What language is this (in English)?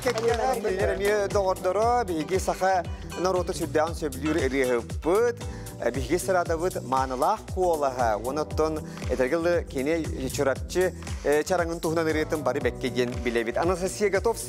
Yakut